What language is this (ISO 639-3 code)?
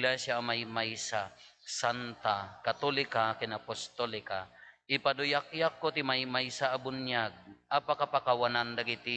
ilo